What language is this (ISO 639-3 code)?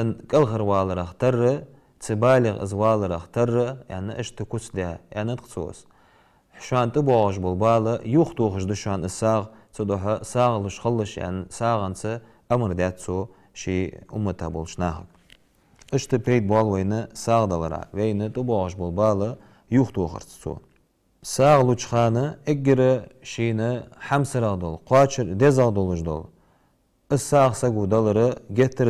inh